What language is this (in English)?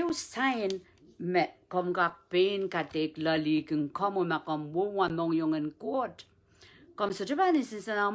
Pohnpeian